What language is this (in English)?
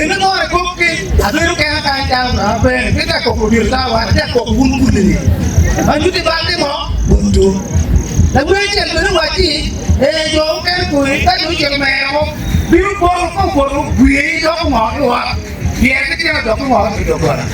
Acoli